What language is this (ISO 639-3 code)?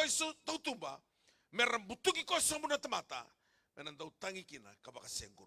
fij